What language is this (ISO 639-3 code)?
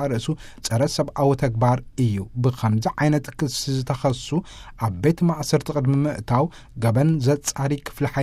tir